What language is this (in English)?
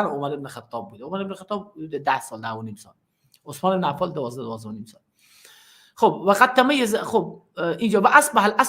Persian